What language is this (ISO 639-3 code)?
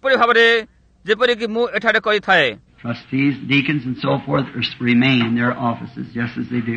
ori